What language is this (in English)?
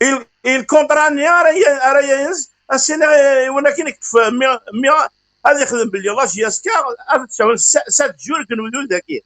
Kabyle